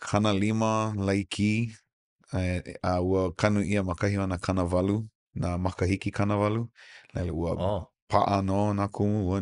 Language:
Hawaiian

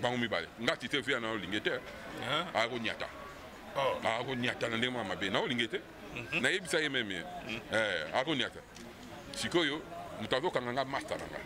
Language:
Lingala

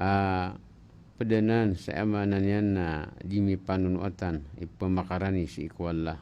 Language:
Maranao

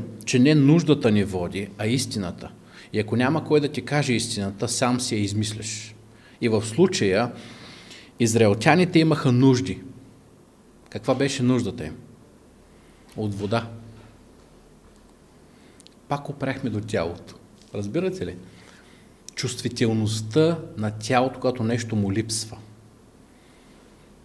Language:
Bulgarian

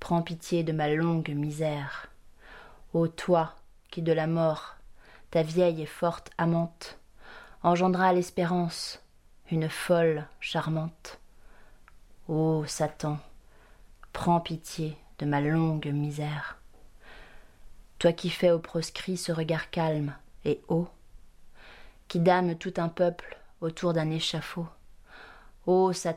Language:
French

